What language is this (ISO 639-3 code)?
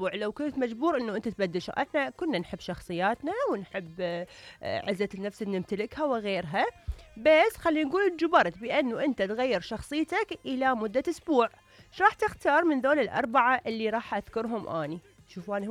acm